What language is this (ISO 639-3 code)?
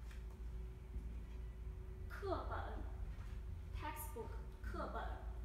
zho